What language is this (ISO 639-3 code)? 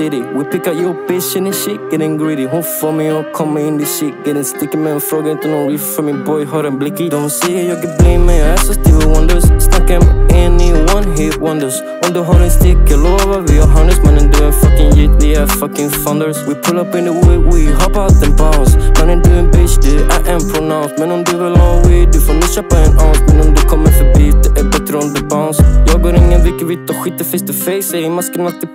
swe